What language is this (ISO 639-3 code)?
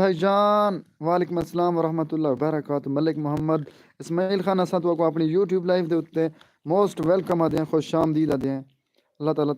skr